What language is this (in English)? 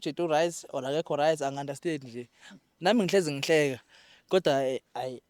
Zulu